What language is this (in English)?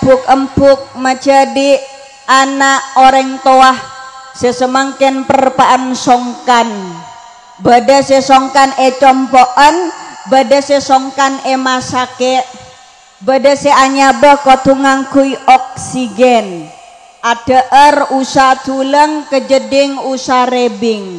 Madurese